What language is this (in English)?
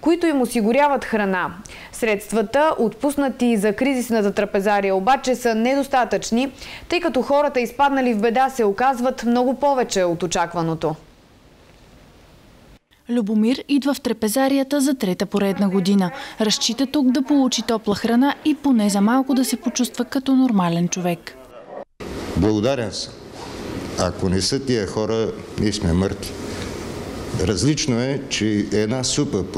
Bulgarian